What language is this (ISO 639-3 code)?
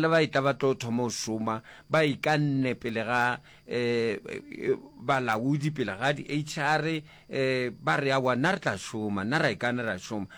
nso